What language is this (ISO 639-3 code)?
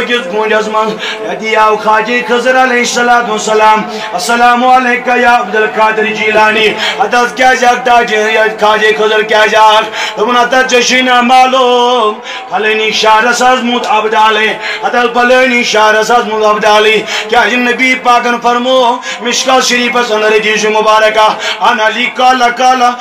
kas